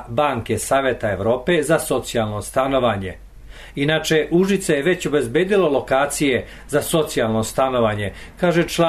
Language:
Serbian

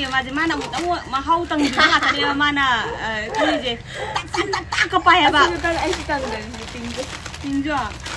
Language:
Manipuri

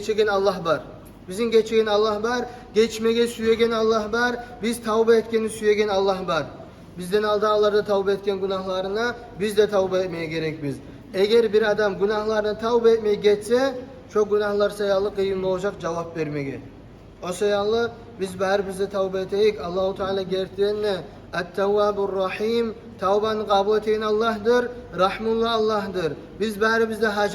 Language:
Kumyk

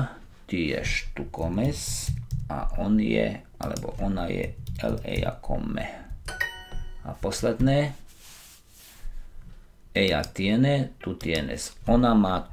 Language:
Slovak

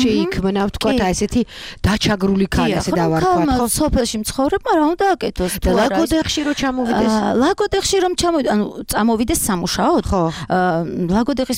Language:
Georgian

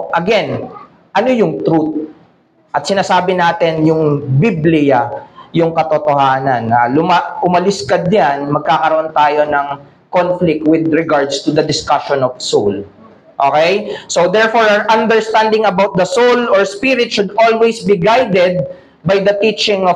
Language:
Filipino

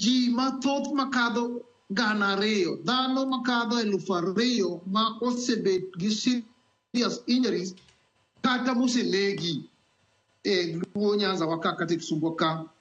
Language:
Luo (Kenya and Tanzania)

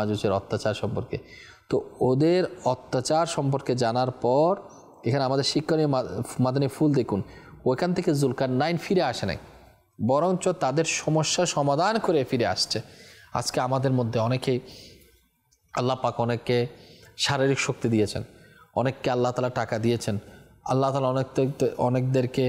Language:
Bangla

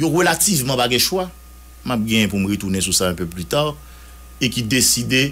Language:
Haitian Creole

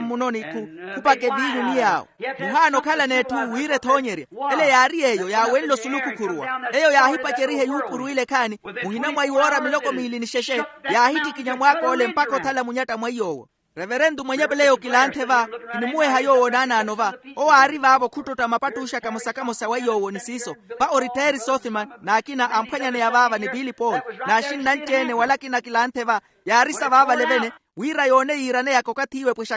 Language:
Makhuwa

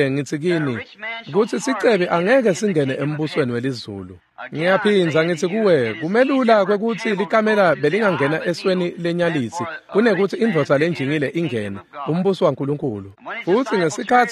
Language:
Swati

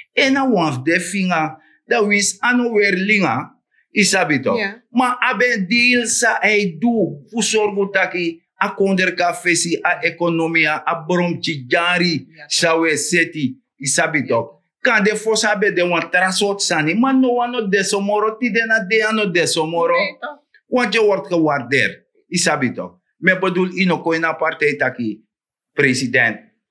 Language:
Sranan Tongo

